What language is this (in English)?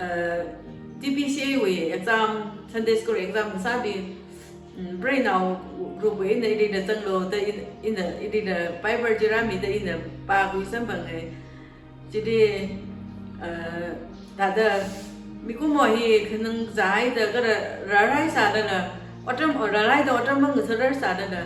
Tangkhul Naga (India)